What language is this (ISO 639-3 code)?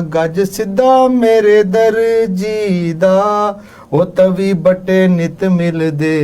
doi